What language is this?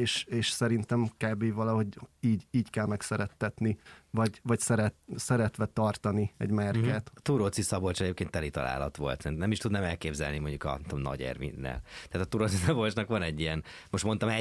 Hungarian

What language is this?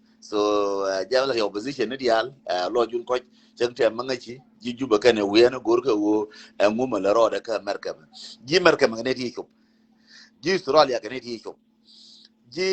Nuer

